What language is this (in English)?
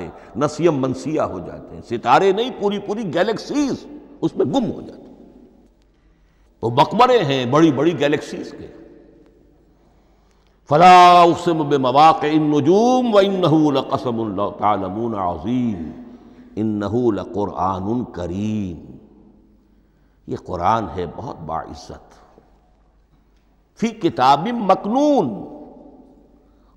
Urdu